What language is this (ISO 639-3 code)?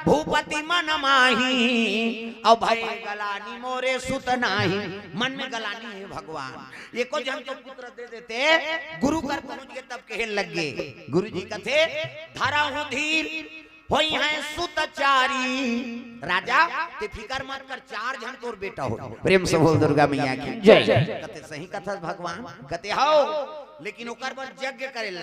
hne